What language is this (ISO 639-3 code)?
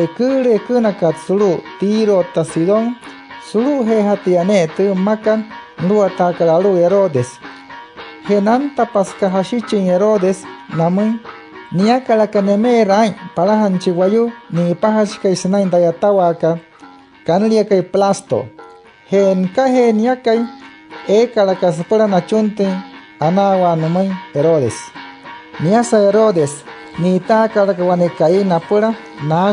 guc